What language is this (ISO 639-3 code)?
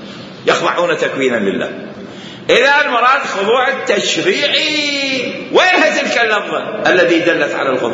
acm